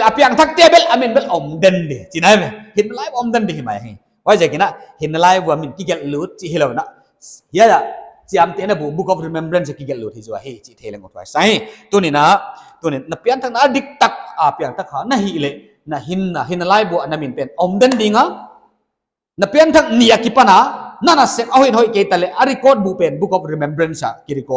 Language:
Paite Chin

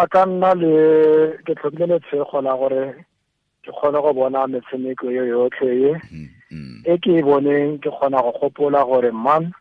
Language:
Tswana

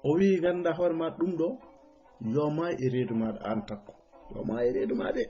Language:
Fula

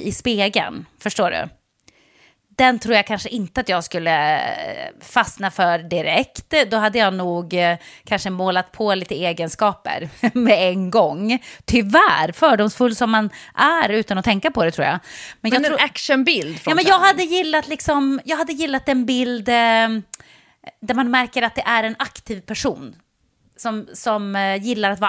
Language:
Swedish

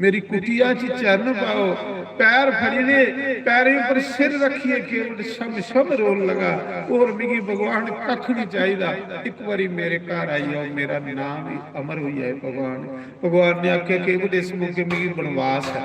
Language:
Dogri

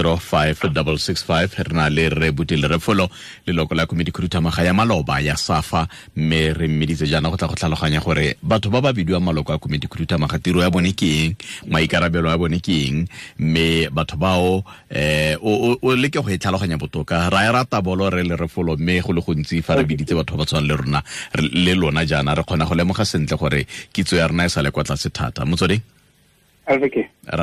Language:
Tswana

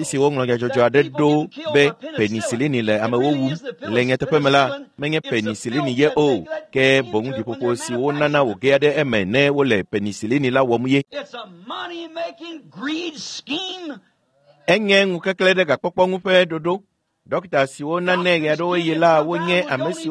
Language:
Ewe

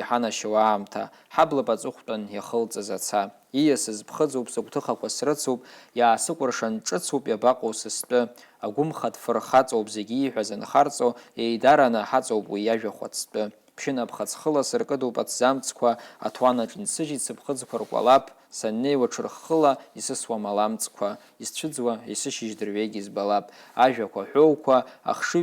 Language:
Abkhazian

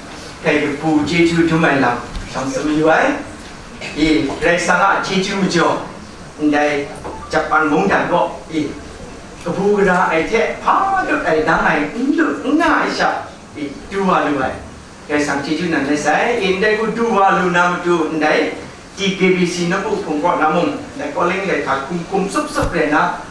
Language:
Kachin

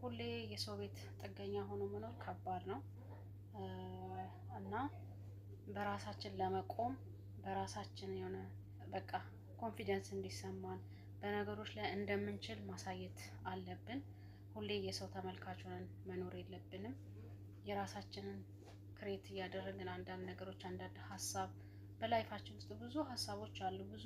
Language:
Amharic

